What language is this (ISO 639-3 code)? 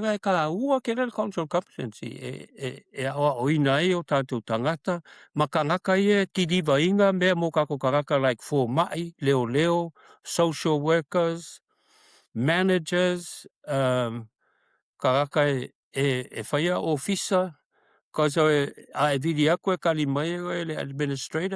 smo